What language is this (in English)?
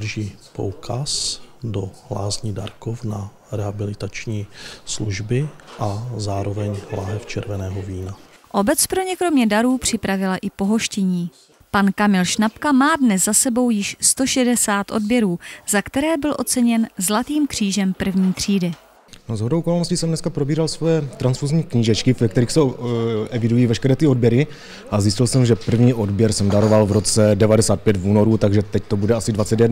Czech